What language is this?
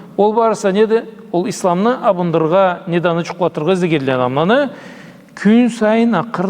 Karachay-Balkar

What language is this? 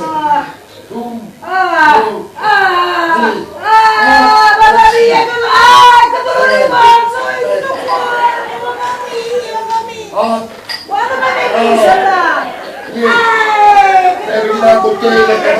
Neapolitan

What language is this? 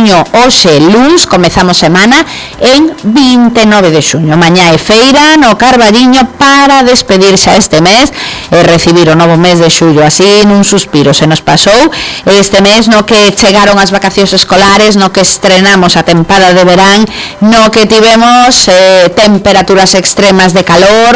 Galician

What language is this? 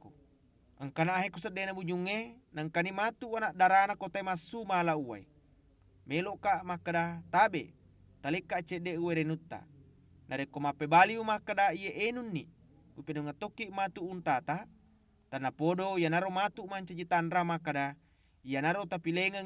Buginese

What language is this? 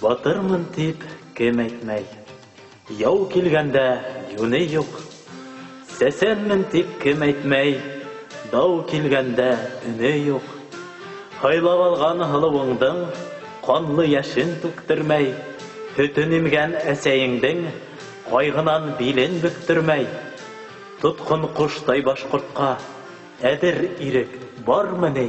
Bashkir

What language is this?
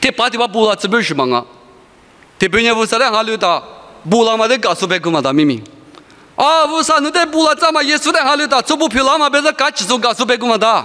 Lisu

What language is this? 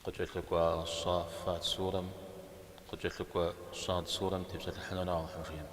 Kabardian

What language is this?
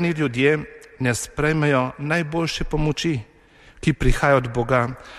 Slovenian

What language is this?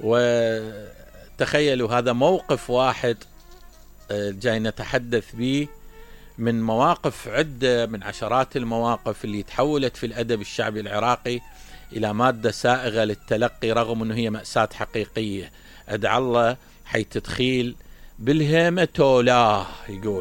Mesopotamian Arabic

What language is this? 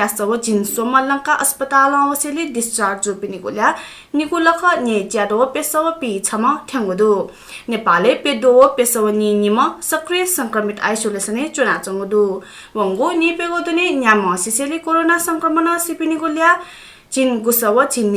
Newari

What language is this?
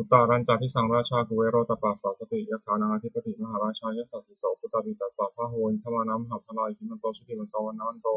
Pali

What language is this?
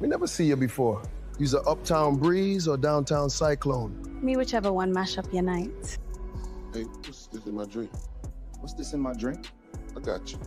Jamaican Creole English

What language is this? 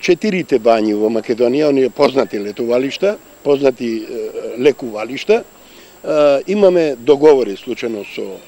Macedonian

